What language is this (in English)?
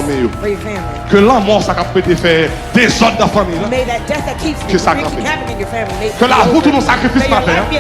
Haitian Creole